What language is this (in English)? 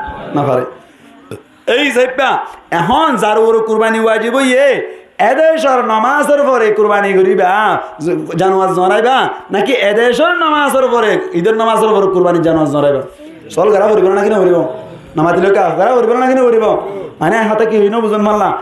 Rohingya